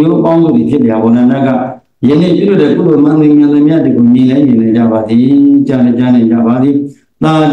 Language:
Burmese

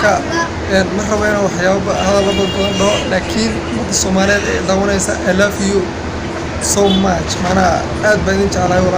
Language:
Somali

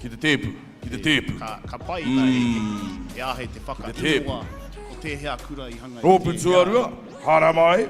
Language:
Māori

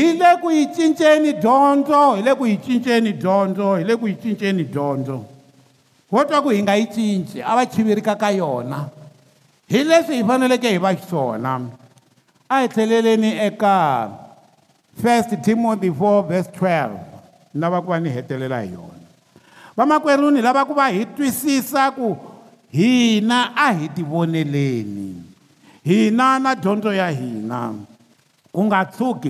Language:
Tsonga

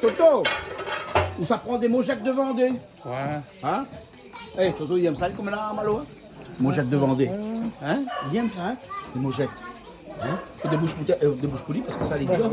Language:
Réunion Creole French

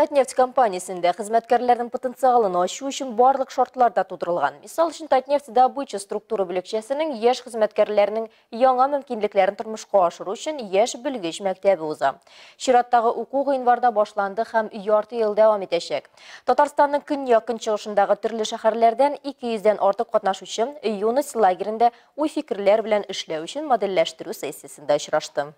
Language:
Tatar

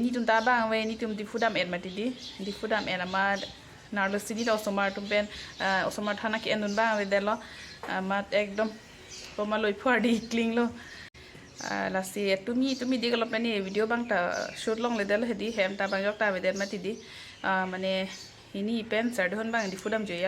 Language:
Karbi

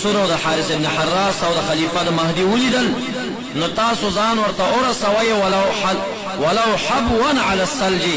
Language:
Pashto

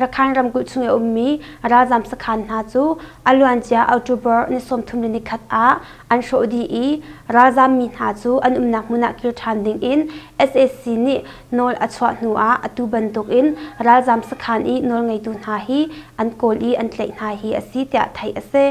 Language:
Hakha Chin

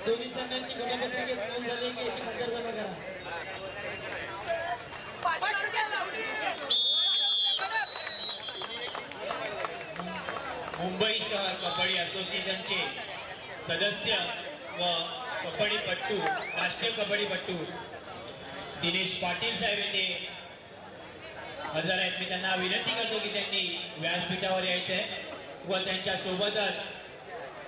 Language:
Marathi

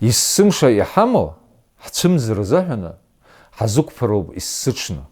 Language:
Abkhazian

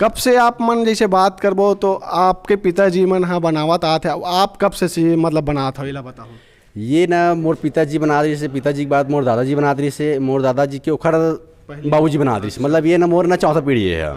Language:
Chhattisgarhi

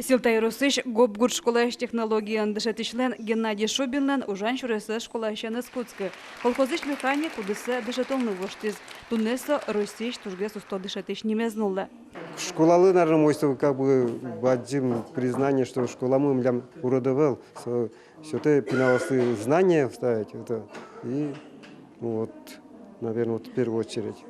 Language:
Udmurt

